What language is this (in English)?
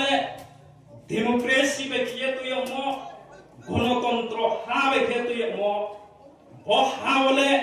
Riang (India)